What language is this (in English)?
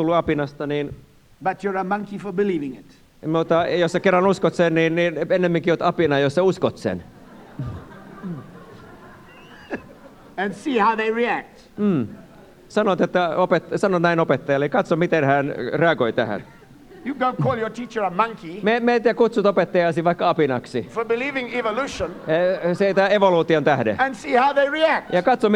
Finnish